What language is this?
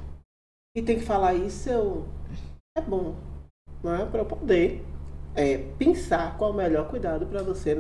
Portuguese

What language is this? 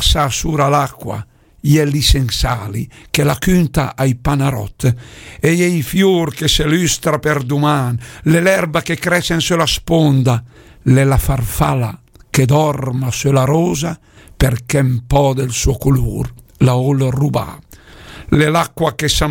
Lombard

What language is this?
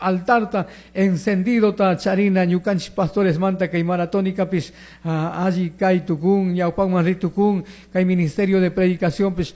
Chimborazo Highland Quichua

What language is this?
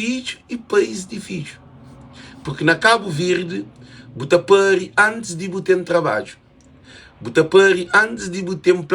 Kabuverdianu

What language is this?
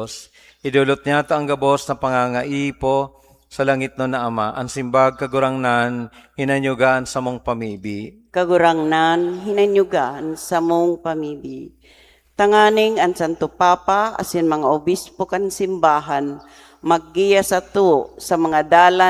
Bikol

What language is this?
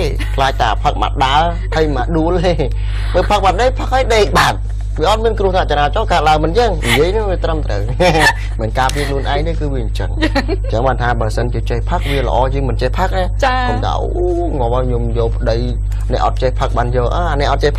Khmer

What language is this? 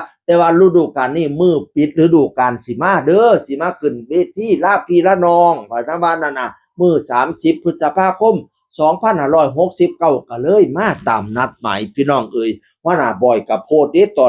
Northeastern Thai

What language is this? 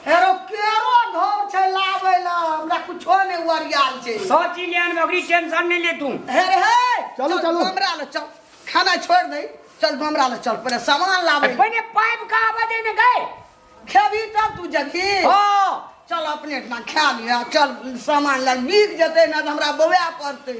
Maithili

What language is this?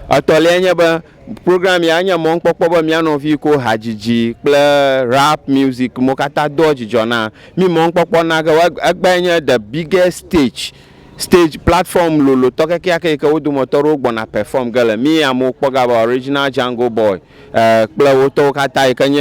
Ewe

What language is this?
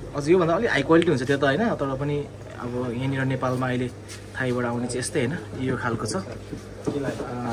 Nepali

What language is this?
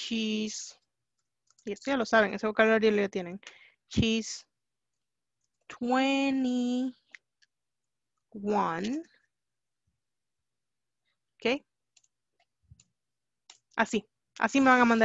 Spanish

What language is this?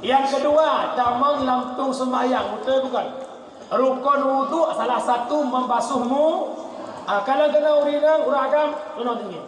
Achinese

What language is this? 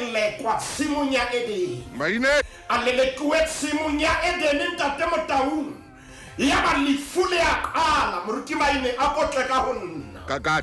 Southern Sotho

